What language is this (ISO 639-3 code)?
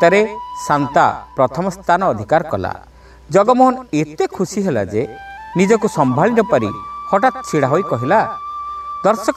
ori